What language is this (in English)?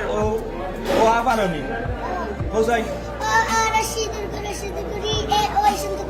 Sylheti